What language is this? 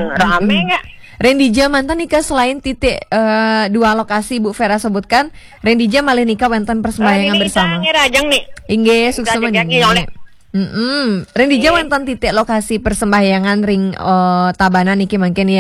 Balinese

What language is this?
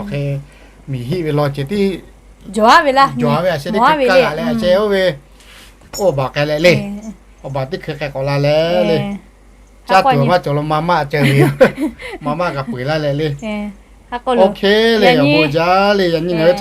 Lahu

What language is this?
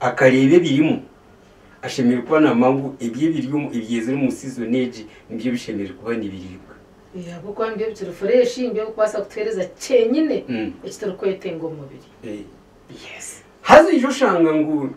Nyankole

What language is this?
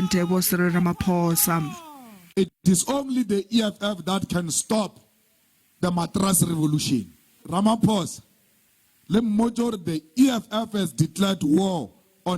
Venda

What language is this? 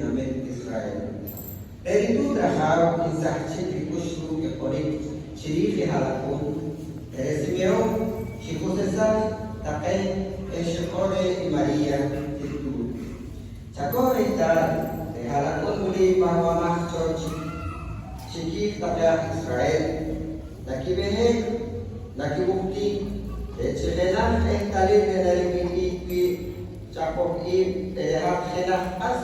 Poqomchi'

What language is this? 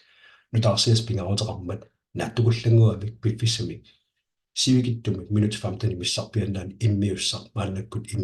Kalaallisut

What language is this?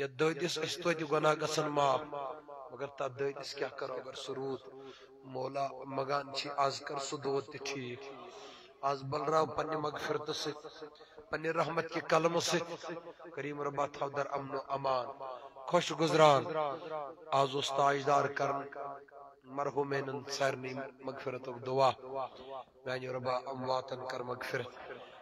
Kashmiri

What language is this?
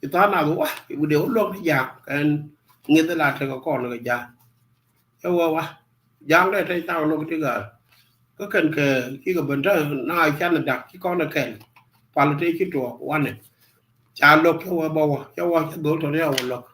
Nuer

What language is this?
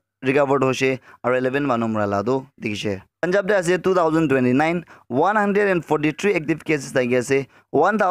Naga Pidgin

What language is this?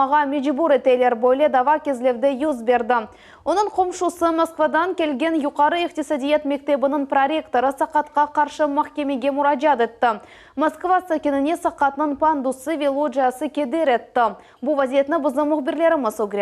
Crimean Tatar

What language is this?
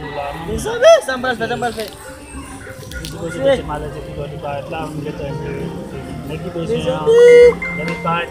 Haitian Creole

